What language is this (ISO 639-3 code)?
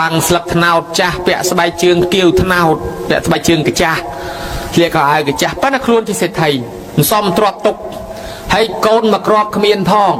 khm